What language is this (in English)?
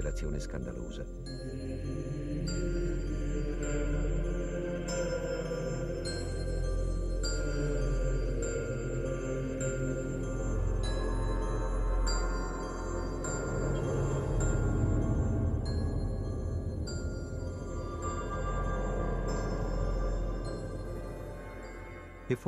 Italian